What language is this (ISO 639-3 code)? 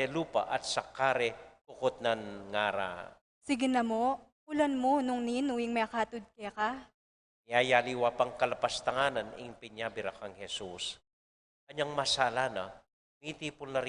pam